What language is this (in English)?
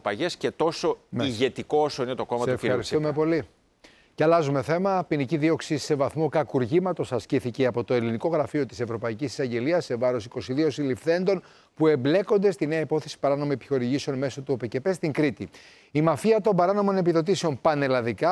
Greek